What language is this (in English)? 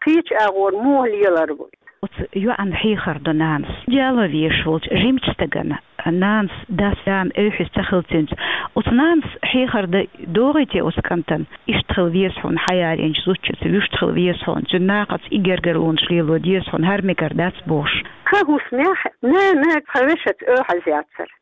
Chechen